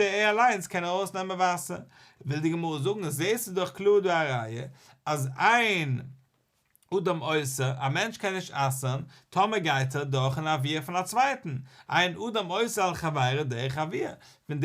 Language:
Yiddish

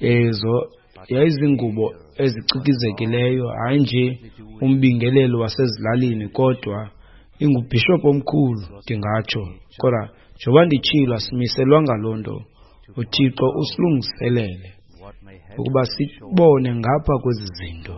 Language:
Xhosa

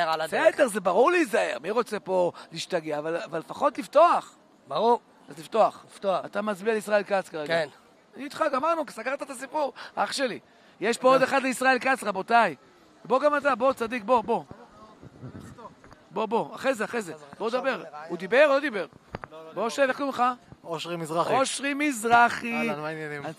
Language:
Hebrew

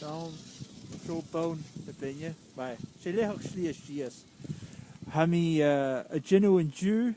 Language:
Scottish Gaelic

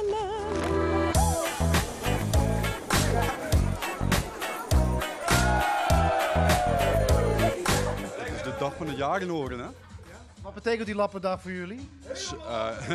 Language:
Dutch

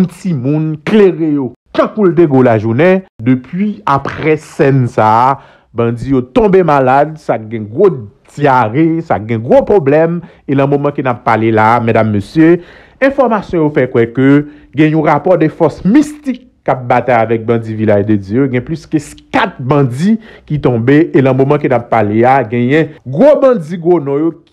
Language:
Haitian Creole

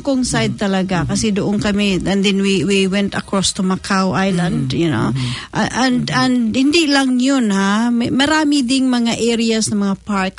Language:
Filipino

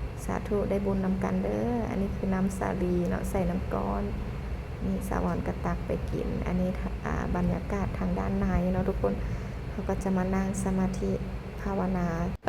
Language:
Lao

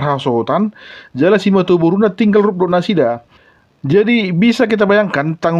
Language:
Batak Toba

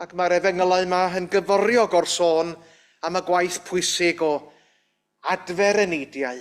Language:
Welsh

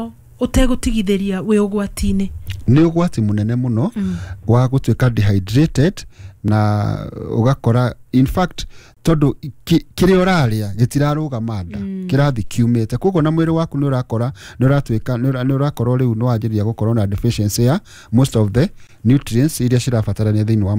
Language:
Kikuyu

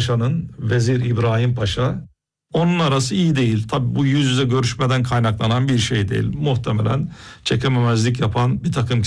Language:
Turkish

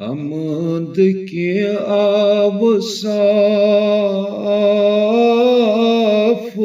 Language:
Kashmiri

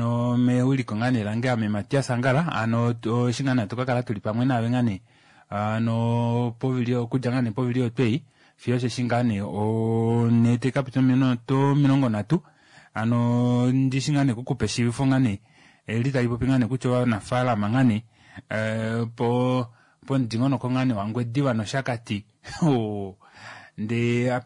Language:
Kuanyama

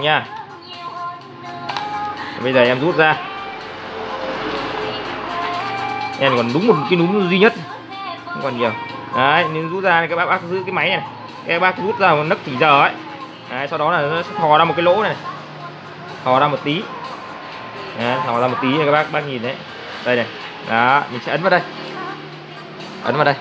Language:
Vietnamese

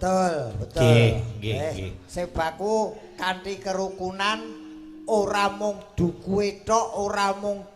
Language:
Javanese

